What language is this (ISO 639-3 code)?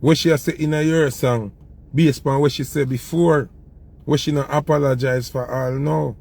jam